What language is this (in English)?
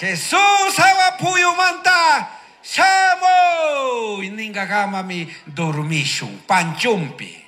Chimborazo Highland Quichua